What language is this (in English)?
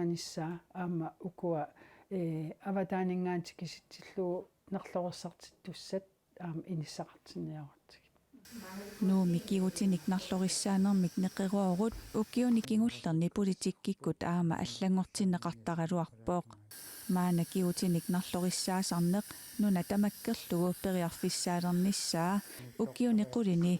Kalaallisut